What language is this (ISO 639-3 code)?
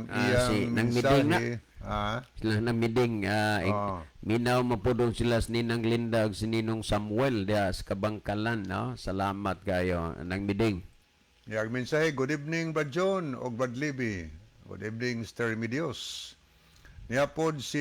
ceb